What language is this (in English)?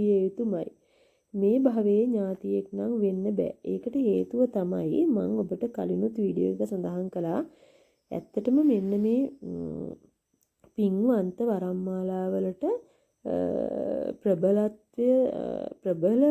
Sinhala